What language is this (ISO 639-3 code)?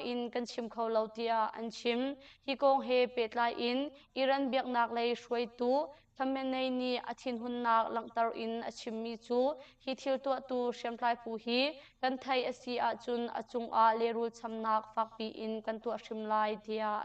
cnh